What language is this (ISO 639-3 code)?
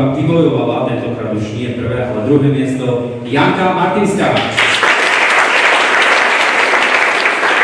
slk